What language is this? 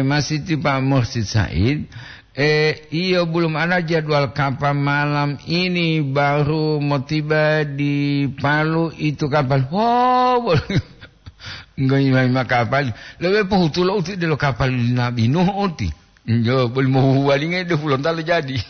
Gorontalo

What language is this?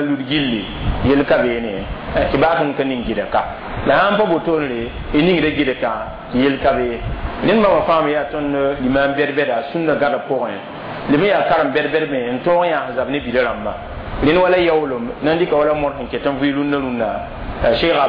Mossi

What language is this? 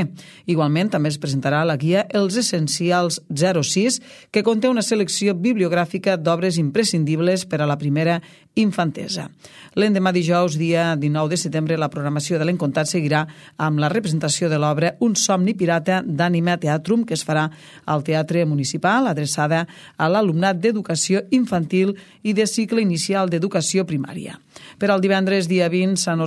Catalan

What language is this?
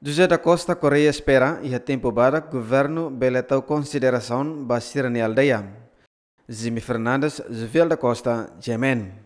Tetum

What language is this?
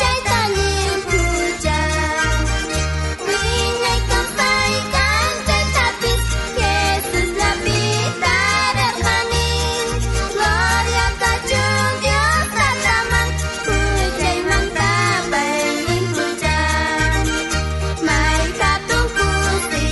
South Bolivian Quechua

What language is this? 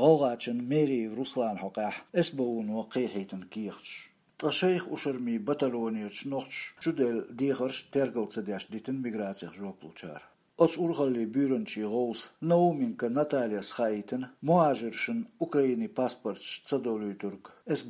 Chechen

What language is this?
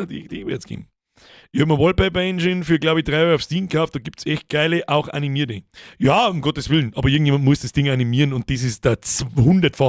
Bavarian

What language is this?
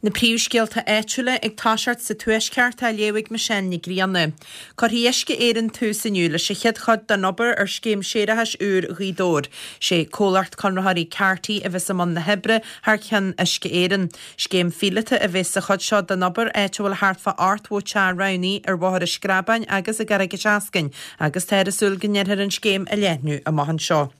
Irish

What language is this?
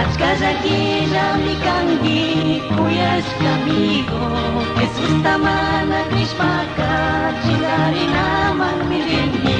Chimborazo Highland Quichua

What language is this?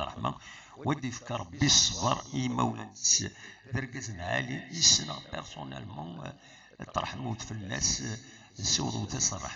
Kabyle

